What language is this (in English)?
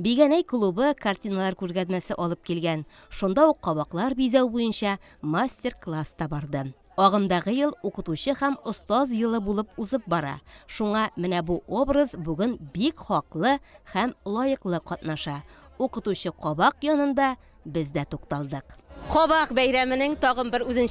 Tatar